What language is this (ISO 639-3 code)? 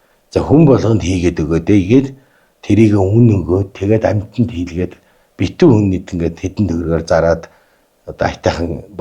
mon